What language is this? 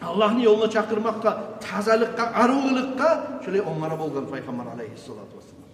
Kumyk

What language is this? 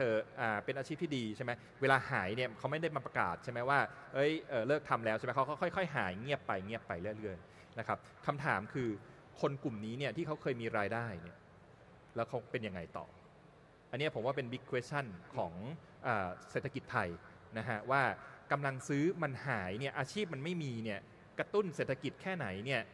Thai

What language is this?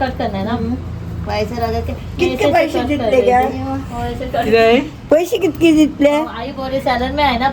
Konkani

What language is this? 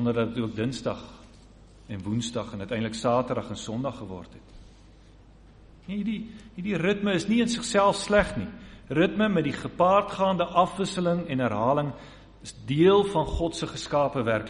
Afrikaans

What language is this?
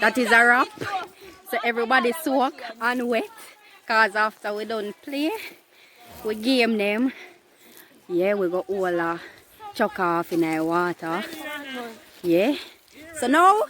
Jamaican Creole English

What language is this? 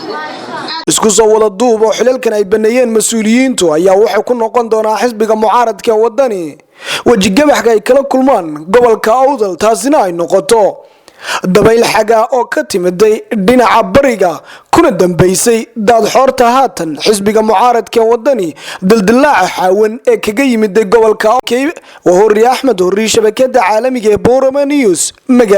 Somali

